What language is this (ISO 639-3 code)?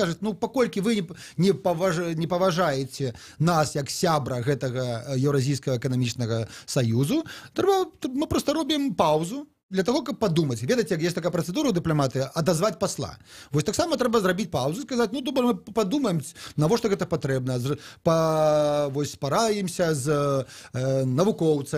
bel